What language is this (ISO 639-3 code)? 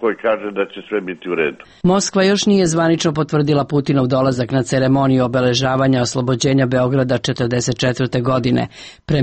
srp